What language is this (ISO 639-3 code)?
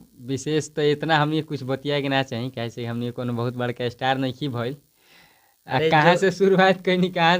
bho